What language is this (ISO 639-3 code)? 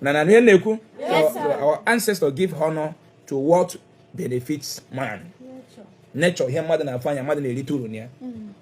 ibo